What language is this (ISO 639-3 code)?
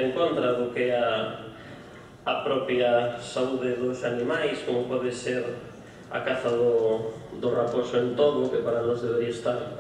glg